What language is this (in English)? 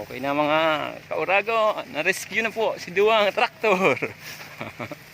Bikol